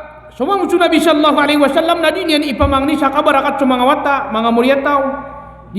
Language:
Maranao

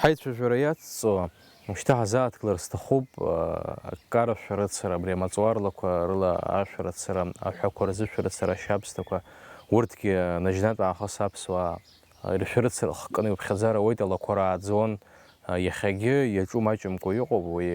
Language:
Abkhazian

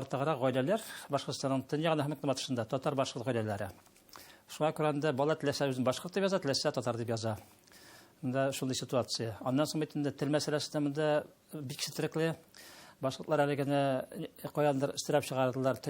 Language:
Tatar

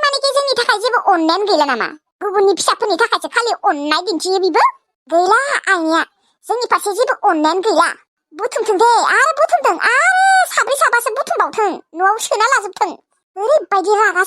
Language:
Bodo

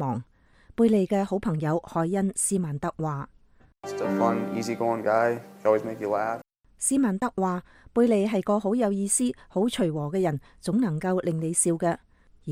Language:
Cantonese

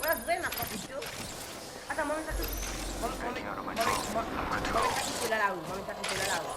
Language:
Morisyen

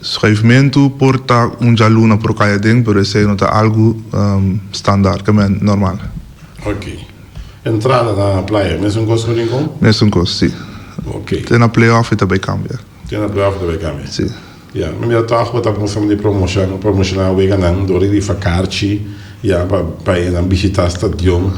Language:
Papiamento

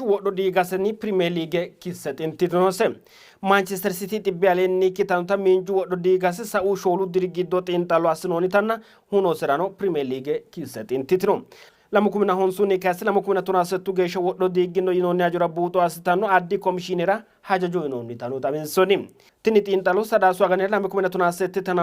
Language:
Sidamo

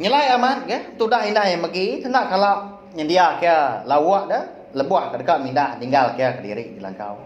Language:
Iban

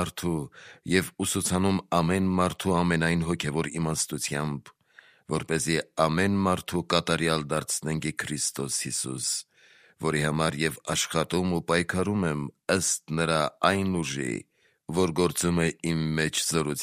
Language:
Armenian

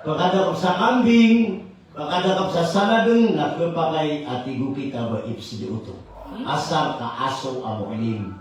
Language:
Maranao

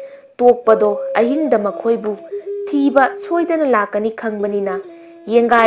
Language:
Manipuri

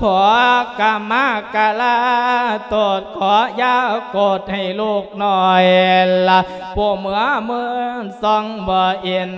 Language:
Lao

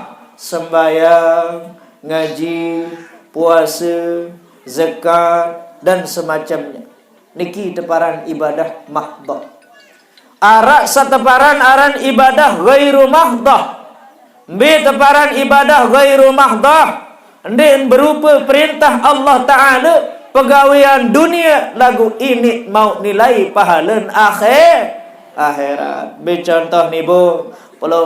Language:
Sasak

